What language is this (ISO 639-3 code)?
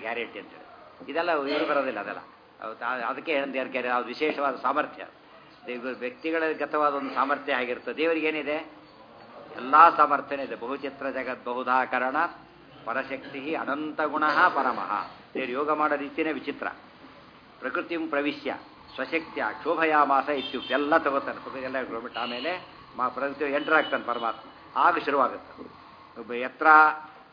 kan